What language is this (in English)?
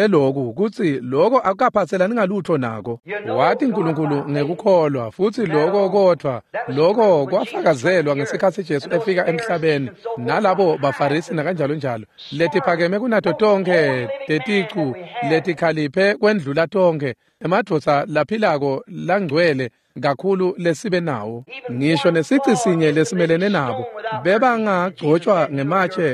Swati